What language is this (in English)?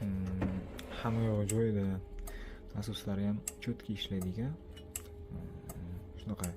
Uzbek